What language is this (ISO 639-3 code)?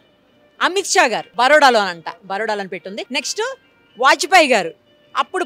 tel